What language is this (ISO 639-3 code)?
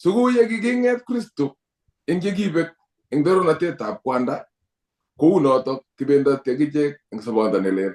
kln